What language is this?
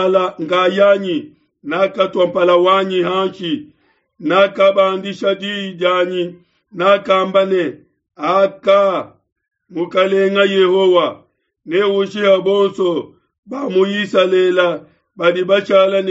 Luba-Lulua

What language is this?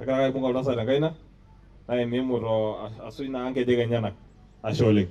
Masai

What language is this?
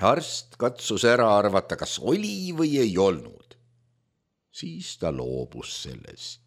Estonian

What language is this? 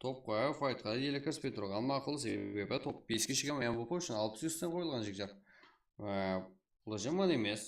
Kara-Kalpak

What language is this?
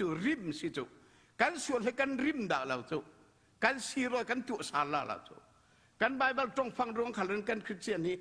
Falam Chin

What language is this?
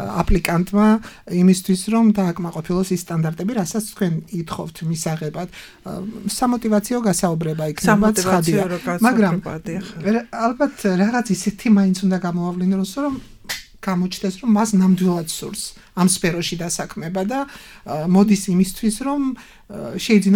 Georgian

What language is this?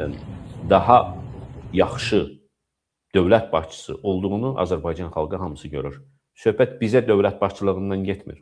Azerbaijani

